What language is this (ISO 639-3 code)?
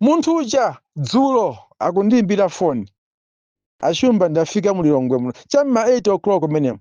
nya